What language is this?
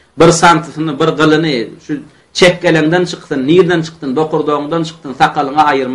Turkmen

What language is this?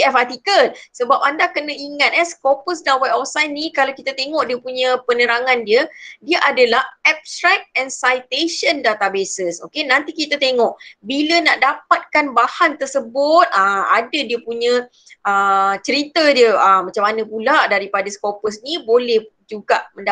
Malay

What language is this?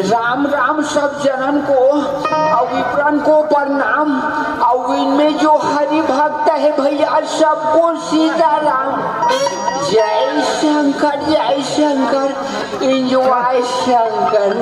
Chhattisgarhi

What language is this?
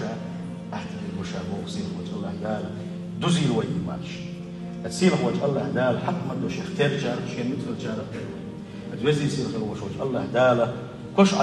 Chechen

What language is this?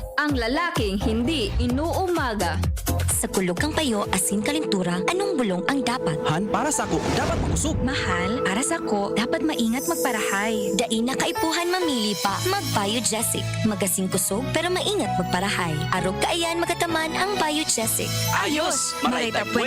Bikol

